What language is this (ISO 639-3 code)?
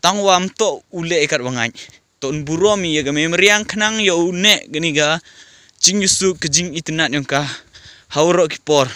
pbv